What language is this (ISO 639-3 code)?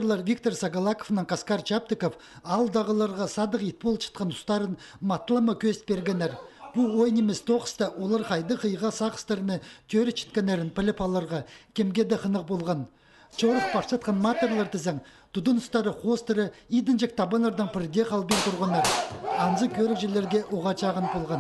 kjh